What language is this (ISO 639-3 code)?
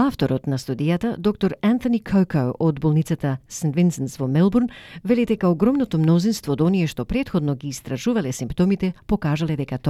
mkd